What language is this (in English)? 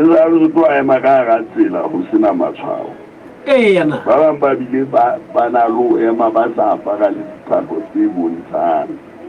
Southern Sotho